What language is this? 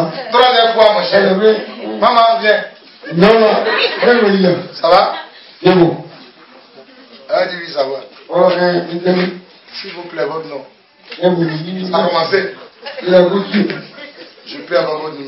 French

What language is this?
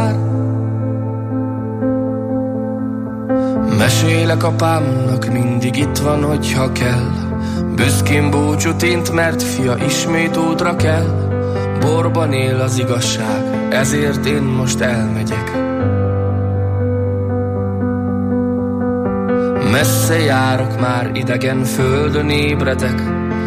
Hungarian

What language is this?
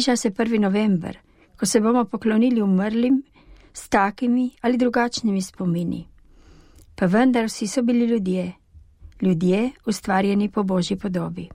Slovenian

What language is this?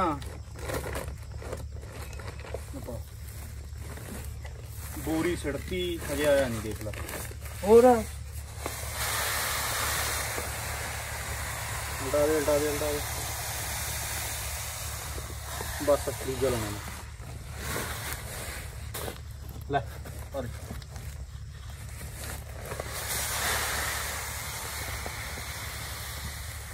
Punjabi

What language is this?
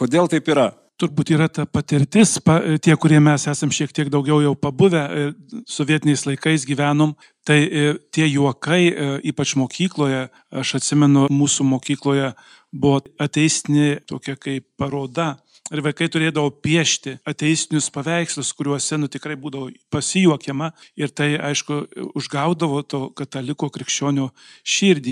Lithuanian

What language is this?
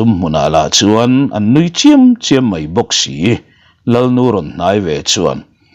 Mizo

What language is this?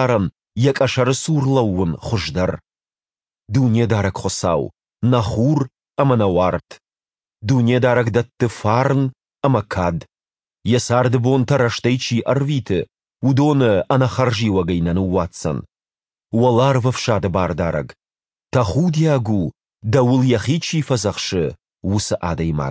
Ossetic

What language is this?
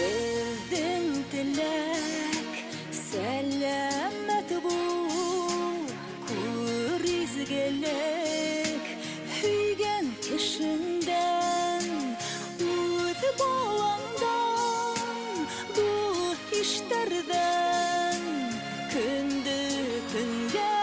Bashkir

